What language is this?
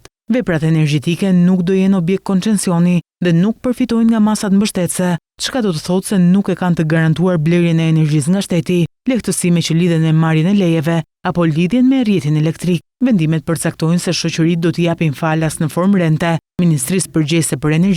Albanian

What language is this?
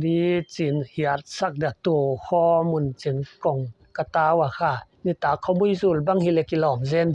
Paite Chin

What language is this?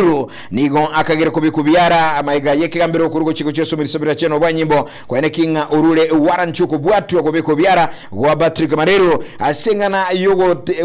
Gusii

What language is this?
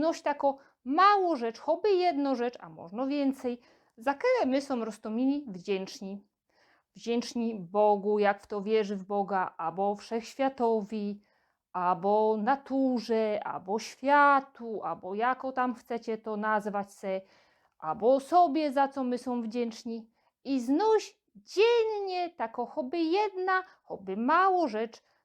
Silesian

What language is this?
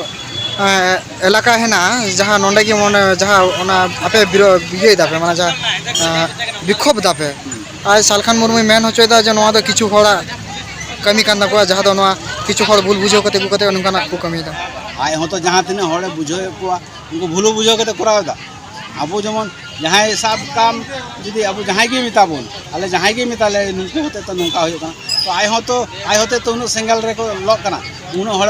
Santali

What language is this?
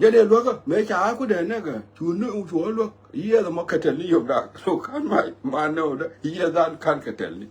Nuer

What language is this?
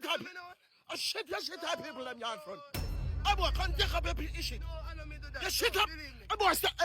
Jamaican Creole English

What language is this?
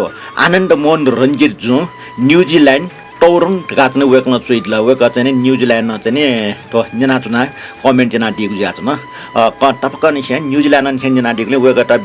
Newari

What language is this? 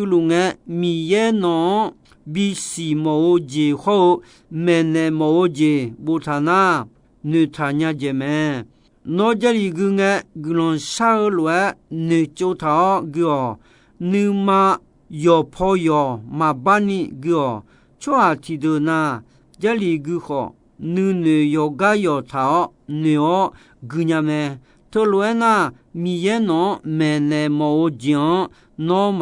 Akha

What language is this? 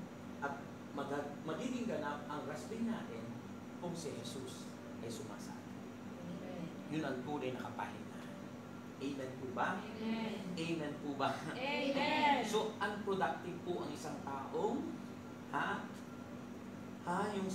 Filipino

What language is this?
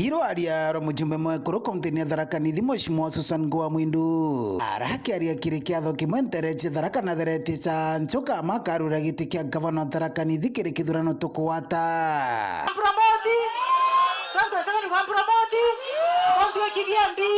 Meru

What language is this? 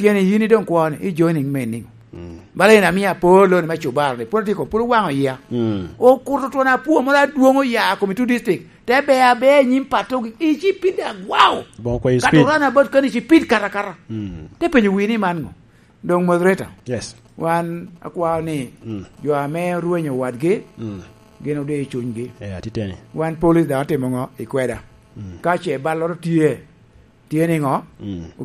Lango (Uganda)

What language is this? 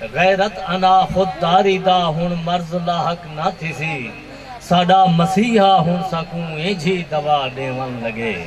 Saraiki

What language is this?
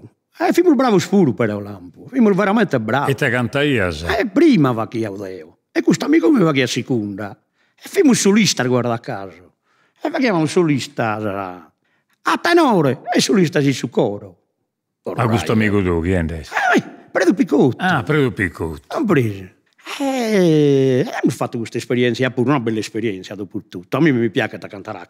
Sardinian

